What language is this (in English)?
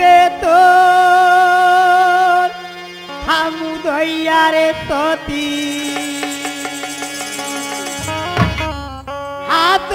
Bhojpuri